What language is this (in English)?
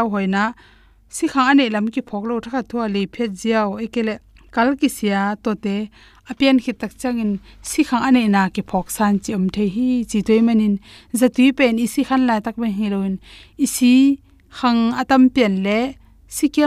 Tedim Chin